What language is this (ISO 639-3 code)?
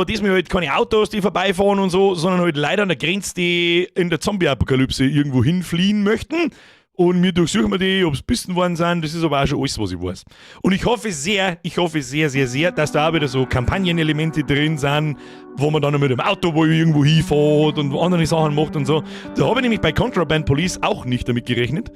bar